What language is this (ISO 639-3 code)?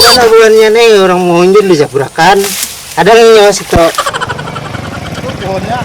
bjn